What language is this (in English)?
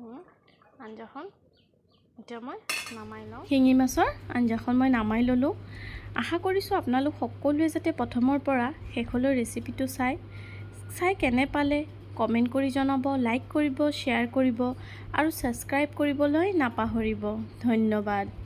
Assamese